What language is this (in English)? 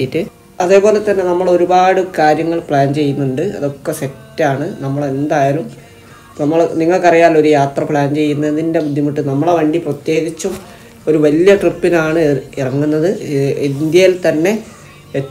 Malayalam